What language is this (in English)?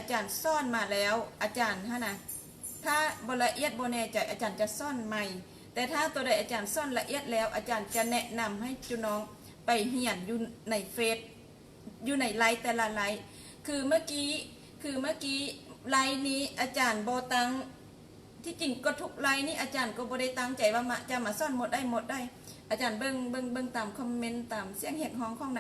Lao